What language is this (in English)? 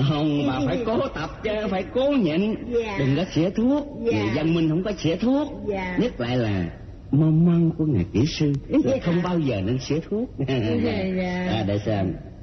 Vietnamese